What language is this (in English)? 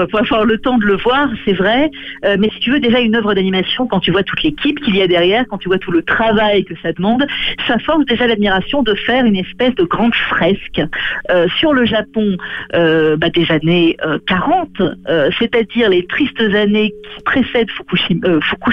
French